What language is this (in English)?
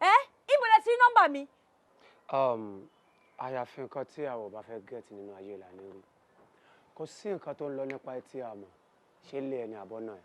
Yoruba